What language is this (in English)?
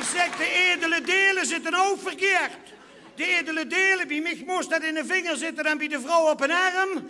Limburgish